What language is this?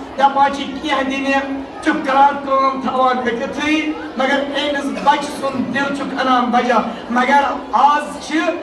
Kashmiri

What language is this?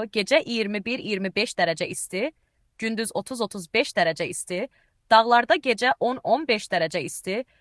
Azerbaijani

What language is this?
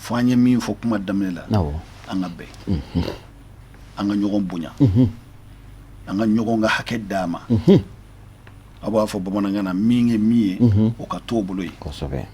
Bambara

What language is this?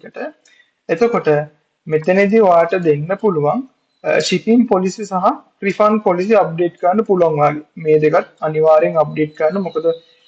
Sinhala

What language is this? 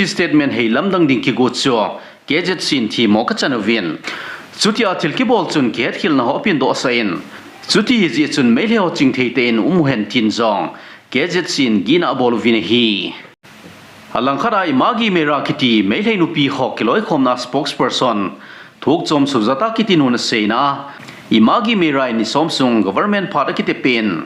Thado Chin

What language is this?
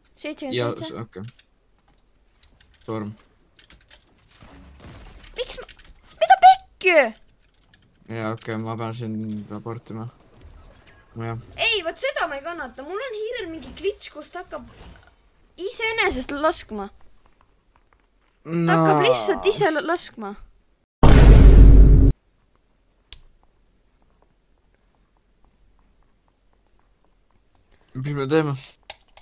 Estonian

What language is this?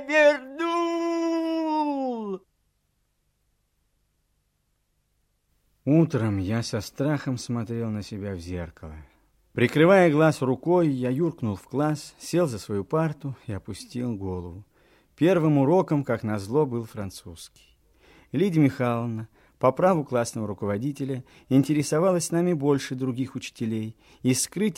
Russian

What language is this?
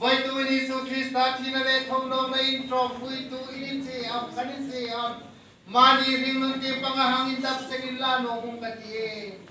Hmar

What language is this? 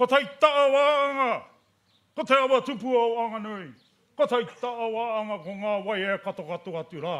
Māori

